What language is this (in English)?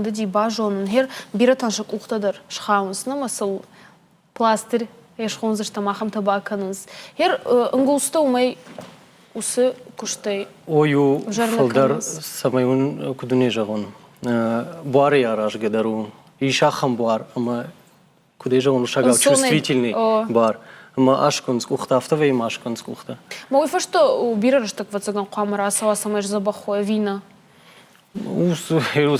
Ossetic